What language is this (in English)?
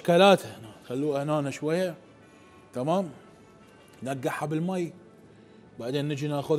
Mesopotamian Arabic